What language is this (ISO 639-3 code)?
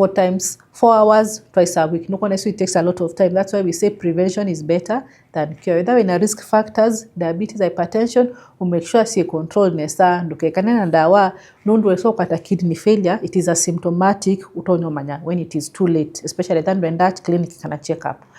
kam